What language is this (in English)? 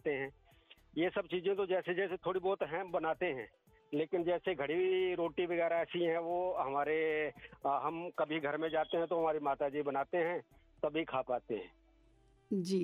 Hindi